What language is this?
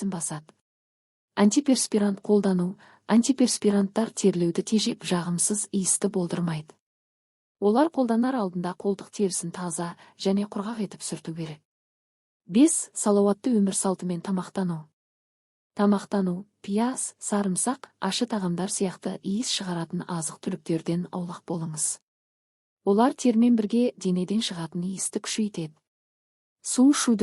Kazakh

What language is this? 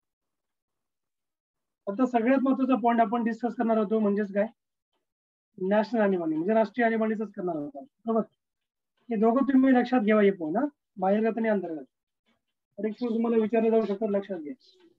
Marathi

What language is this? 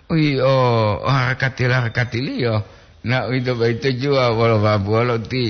Gorontalo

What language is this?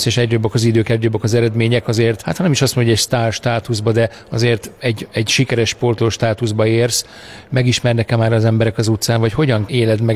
Hungarian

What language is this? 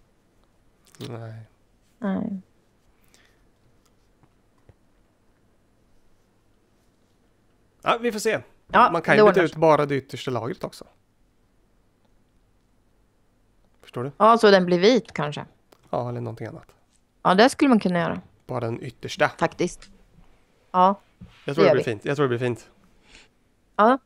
Swedish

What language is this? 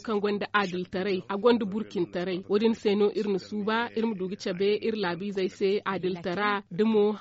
Zarma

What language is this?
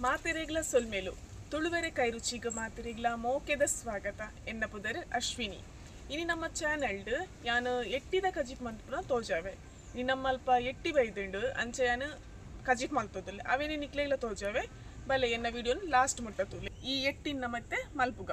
Tulu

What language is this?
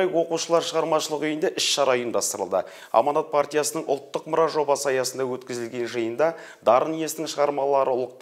Kazakh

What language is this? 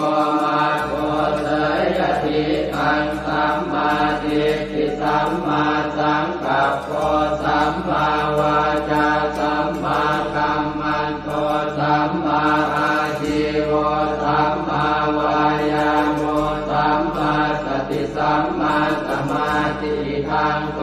Pali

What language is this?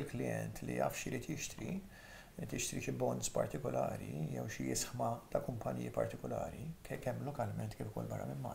Maltese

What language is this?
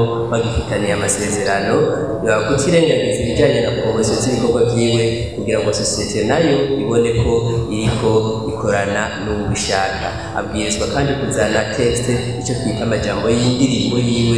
Rundi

